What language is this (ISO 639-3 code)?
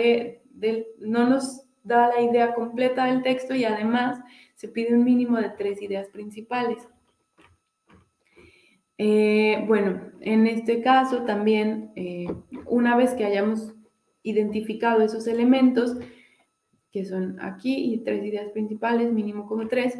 spa